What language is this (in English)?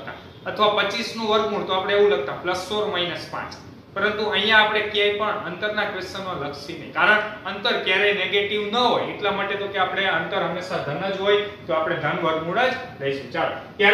Gujarati